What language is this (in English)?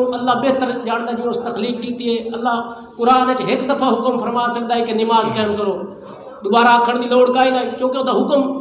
Saraiki